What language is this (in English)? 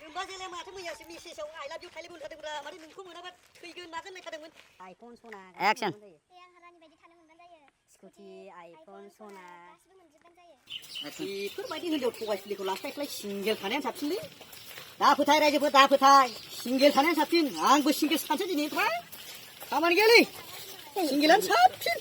Bodo